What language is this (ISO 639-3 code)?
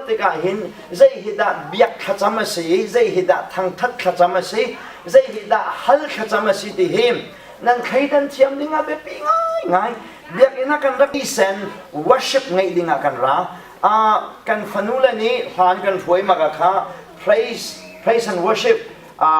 cnh